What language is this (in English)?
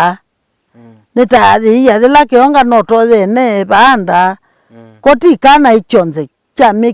Kamba